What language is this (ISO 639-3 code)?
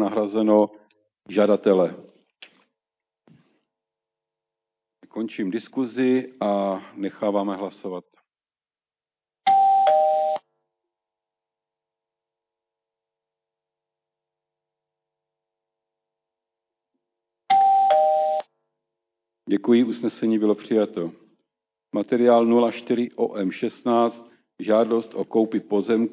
ces